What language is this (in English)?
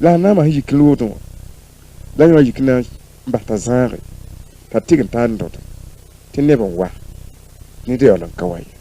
Mossi